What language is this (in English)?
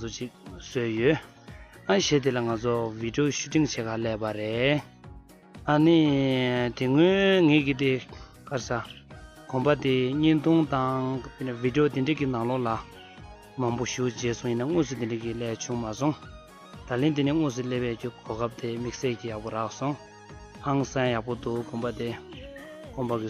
Tibetan